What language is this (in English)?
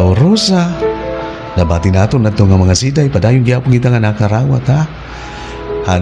Waray